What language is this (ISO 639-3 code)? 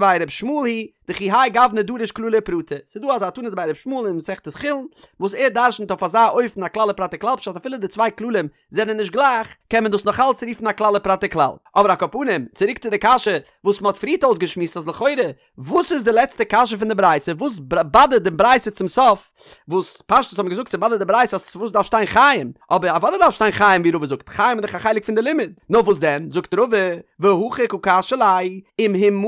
yid